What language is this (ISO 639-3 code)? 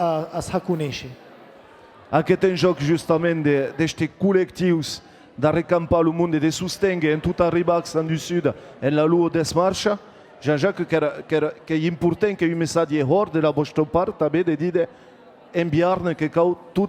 oci